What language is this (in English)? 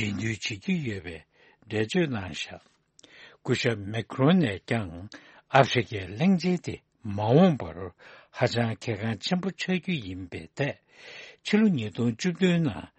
Tibetan